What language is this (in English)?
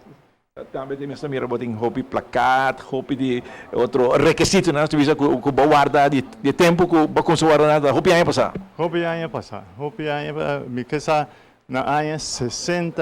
Papiamento